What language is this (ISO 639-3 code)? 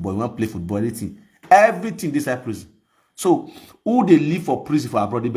pcm